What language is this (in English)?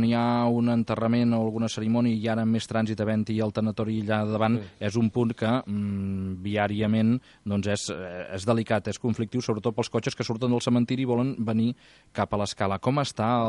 Catalan